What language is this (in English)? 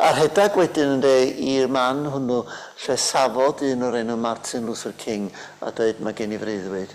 Welsh